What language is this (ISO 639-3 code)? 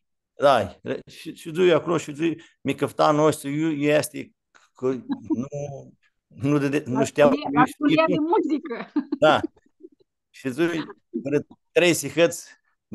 rup